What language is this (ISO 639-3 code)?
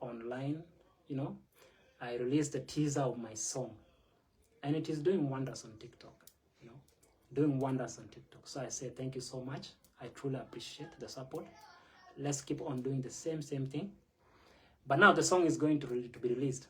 nus